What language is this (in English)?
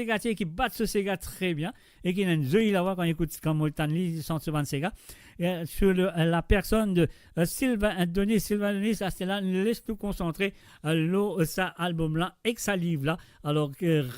Morisyen